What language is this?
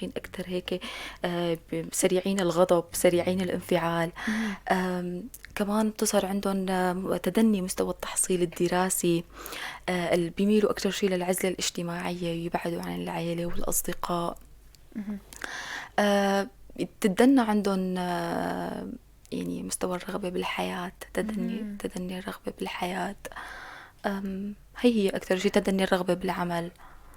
North Levantine Arabic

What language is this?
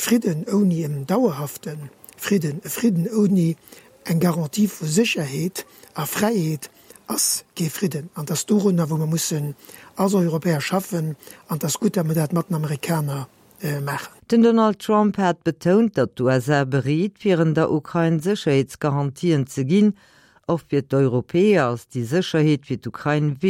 Luxembourgish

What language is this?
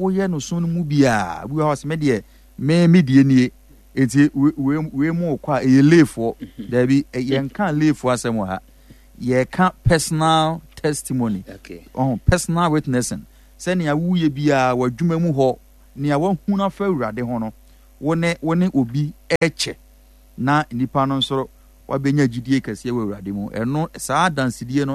Akan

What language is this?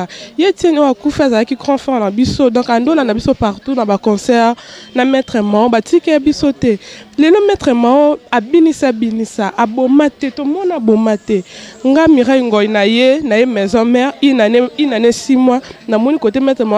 Lingala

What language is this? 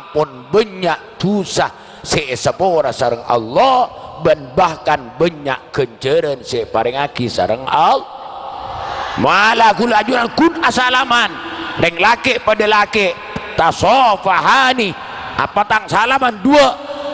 Madurese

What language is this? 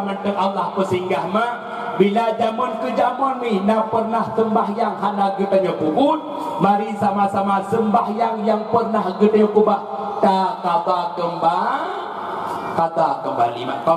Achinese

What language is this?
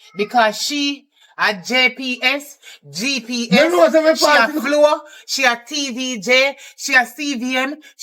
Jamaican Creole English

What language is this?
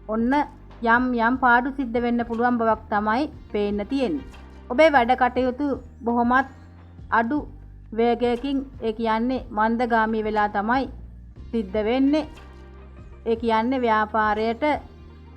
Sinhala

